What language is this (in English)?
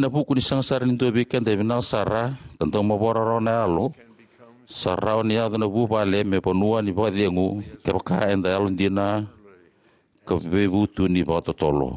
Fijian